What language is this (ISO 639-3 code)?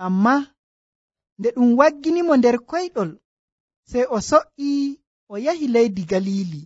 fuv